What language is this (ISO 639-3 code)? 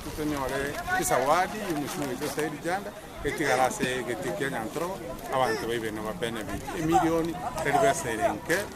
guz